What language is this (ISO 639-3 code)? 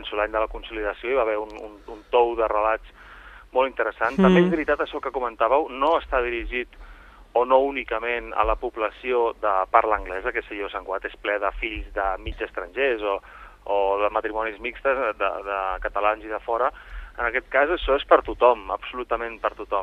cat